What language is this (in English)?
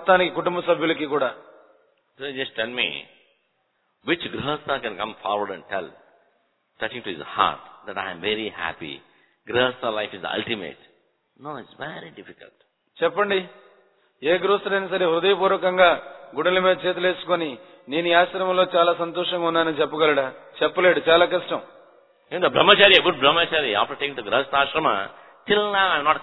Telugu